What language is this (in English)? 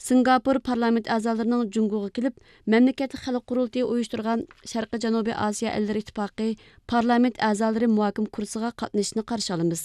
Uyghur